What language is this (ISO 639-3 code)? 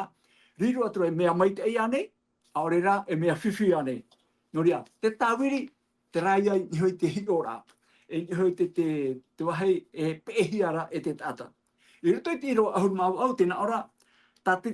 tah